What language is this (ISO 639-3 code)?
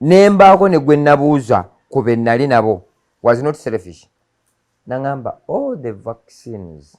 lug